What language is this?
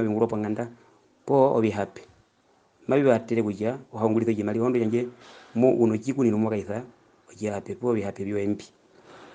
Herero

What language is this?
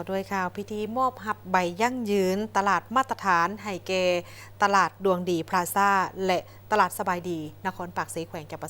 Lao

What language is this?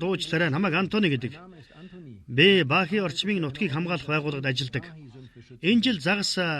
Mongolian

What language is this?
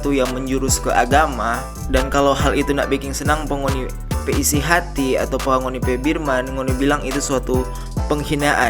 Manado Malay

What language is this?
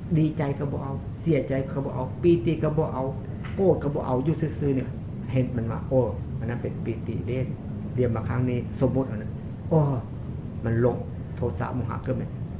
Northeastern Thai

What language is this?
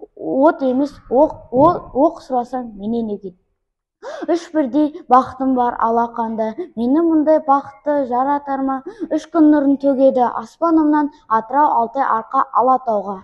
Kazakh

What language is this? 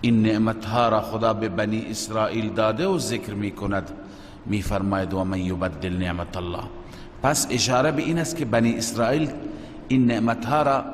Persian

